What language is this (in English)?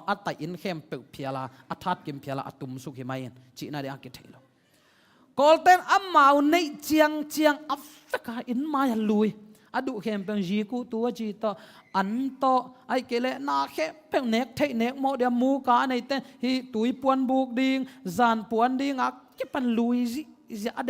Tedim Chin